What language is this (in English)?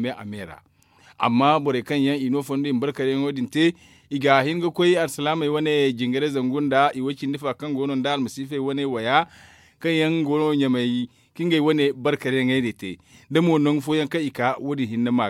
Zarma